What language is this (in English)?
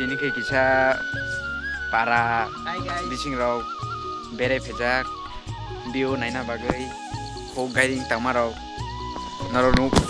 Kok Borok